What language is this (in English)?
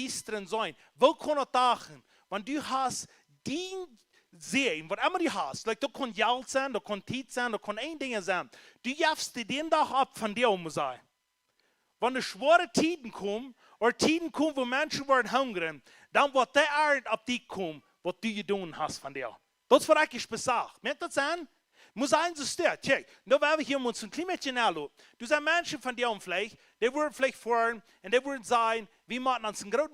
Plautdietsch